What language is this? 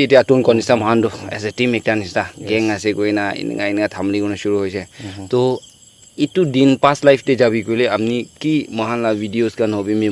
Naga Pidgin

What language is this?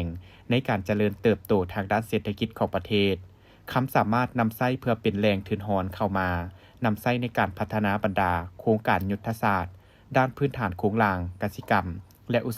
Lao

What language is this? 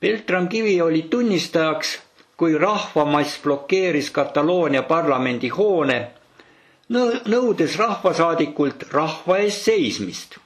Estonian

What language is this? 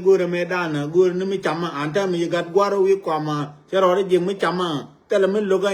Nuer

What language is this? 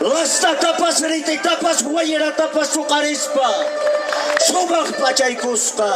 Quechua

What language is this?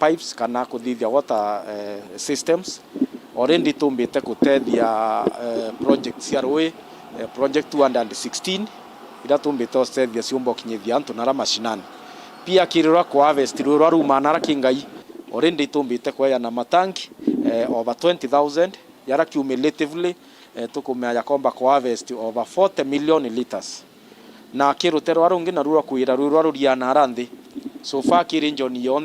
Meru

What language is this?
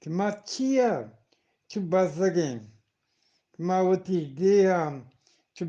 Eastern Balochi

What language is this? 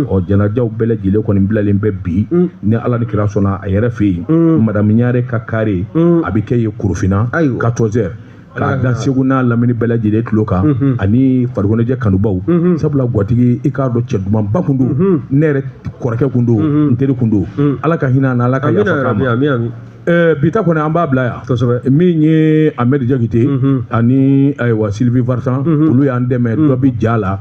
Bambara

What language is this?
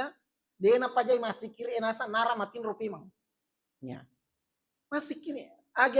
Buginese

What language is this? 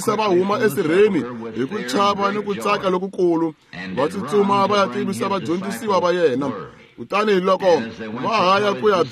Tsonga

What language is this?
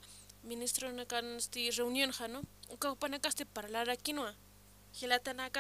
Aymara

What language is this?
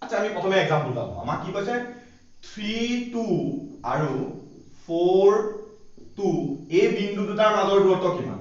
Assamese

